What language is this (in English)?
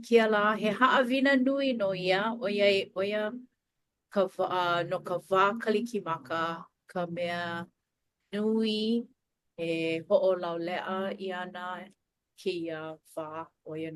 Hawaiian